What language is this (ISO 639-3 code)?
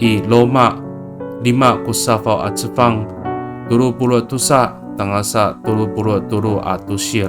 ami